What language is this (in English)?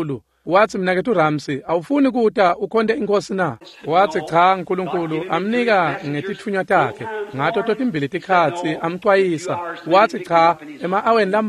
Swati